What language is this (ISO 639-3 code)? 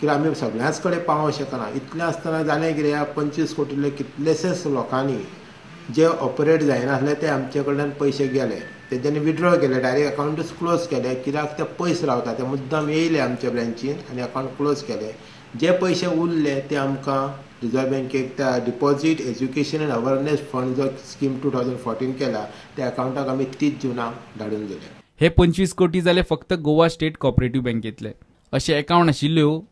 kok